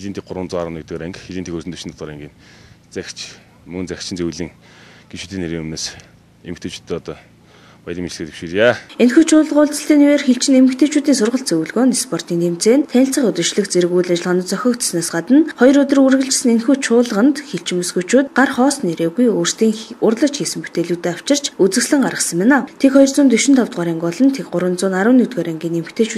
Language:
Mongolian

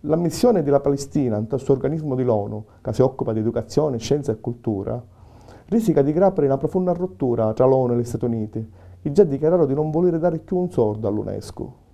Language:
Sicilian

